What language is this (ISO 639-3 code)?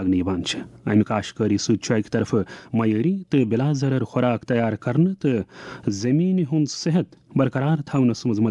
kas